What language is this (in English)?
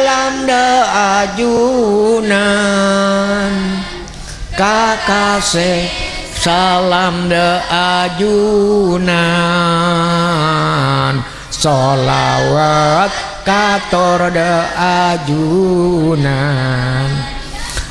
Madurese